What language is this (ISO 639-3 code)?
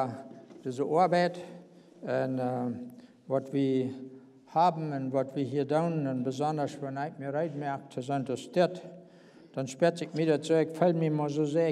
pdt